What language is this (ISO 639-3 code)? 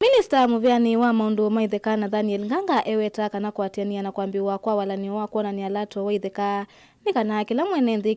kam